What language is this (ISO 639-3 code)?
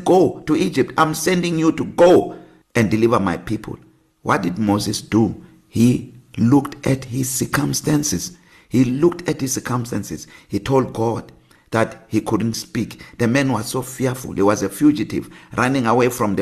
eng